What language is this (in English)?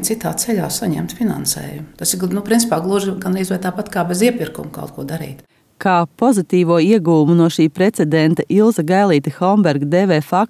Latvian